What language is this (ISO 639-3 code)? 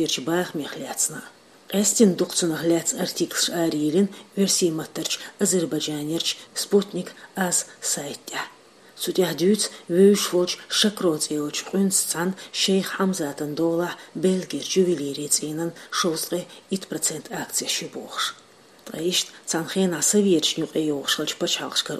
che